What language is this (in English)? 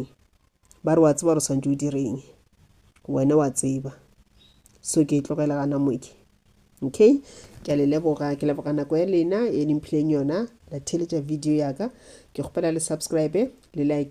Northern Sotho